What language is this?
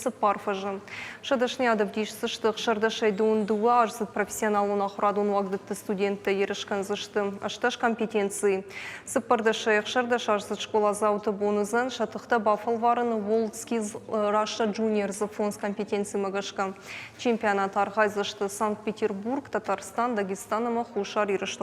Ossetic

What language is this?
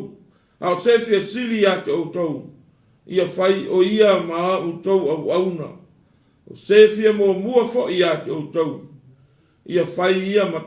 Samoan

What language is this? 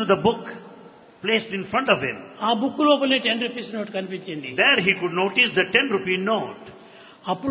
Telugu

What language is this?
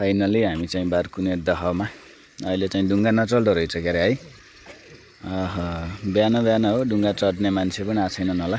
Nepali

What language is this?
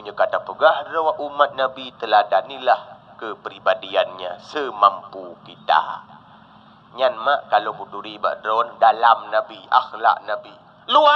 Achinese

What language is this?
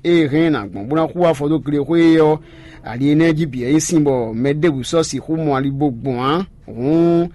Fon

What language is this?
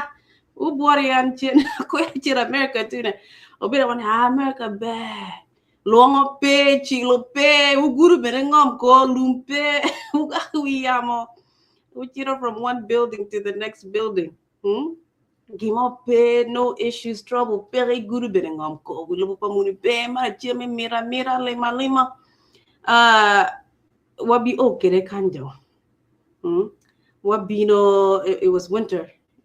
Acoli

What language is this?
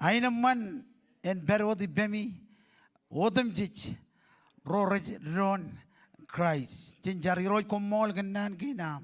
Marshallese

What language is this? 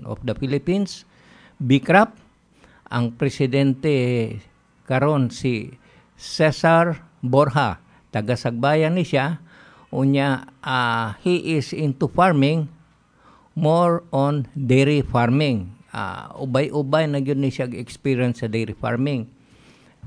Cebuano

